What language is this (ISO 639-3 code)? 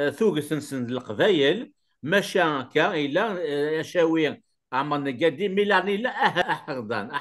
kab